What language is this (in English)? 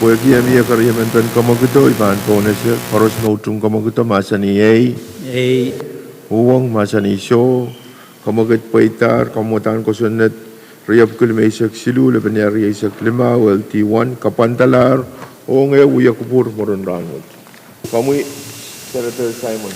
Pohnpeian